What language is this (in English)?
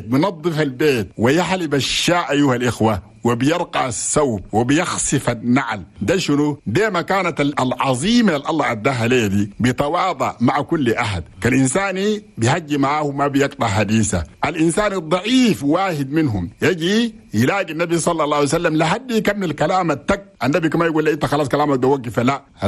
Chadian Arabic